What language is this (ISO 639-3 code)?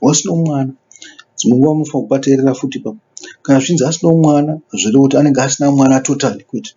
sna